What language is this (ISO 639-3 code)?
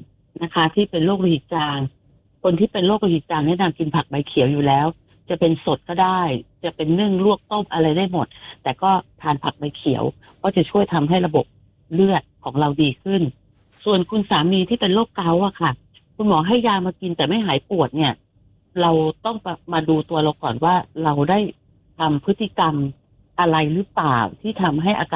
tha